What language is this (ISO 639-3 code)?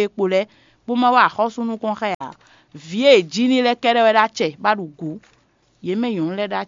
fon